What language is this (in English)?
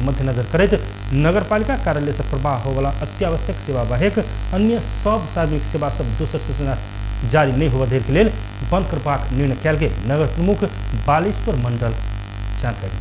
Maithili